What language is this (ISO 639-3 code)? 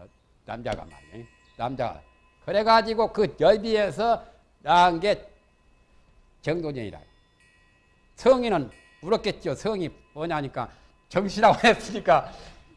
kor